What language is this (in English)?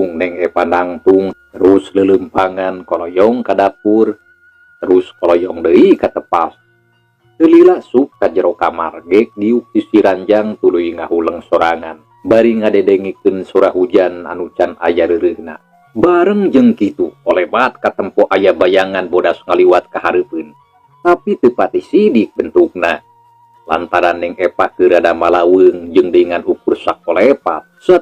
Sundanese